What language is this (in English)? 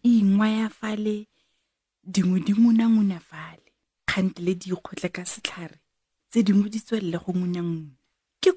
Tswana